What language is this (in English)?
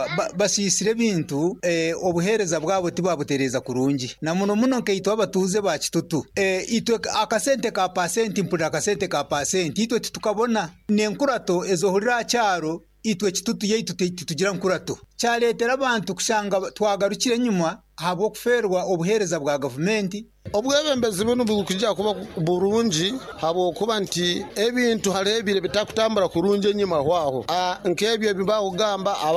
Nyoro